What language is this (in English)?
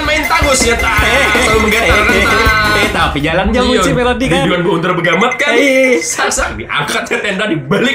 Banjar